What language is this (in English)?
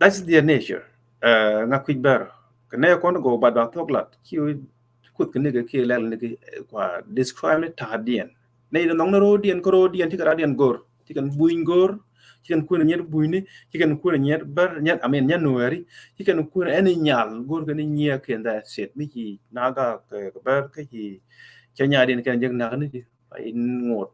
Nuer